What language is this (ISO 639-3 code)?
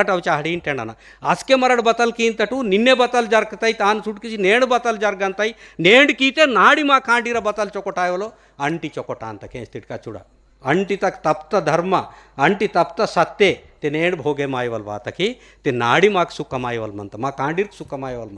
gon